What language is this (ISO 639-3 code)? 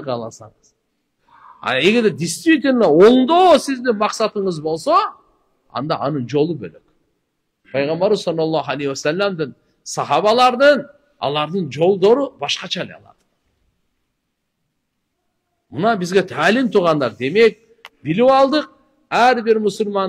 kir